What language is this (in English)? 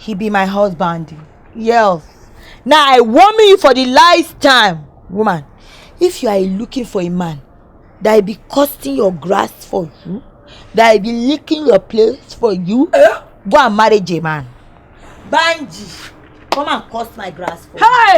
Nigerian Pidgin